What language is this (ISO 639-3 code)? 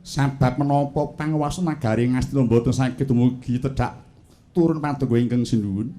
jav